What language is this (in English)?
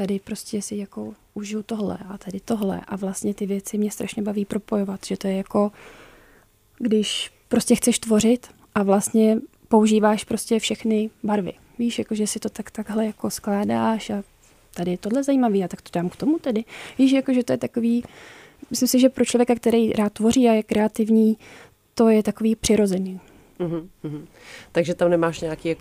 Czech